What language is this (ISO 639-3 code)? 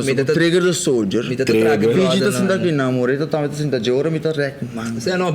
pap